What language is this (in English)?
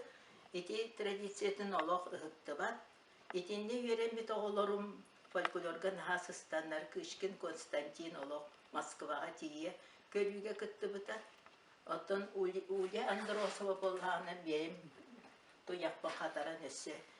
Yakut